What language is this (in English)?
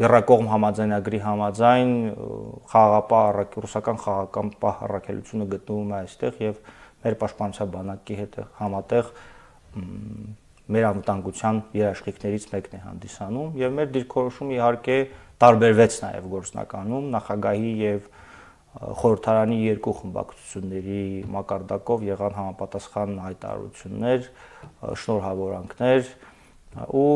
Armenian